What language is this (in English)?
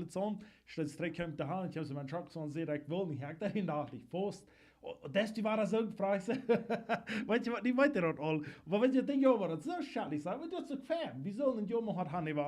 Plautdietsch